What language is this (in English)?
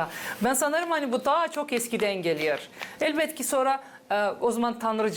Gagauz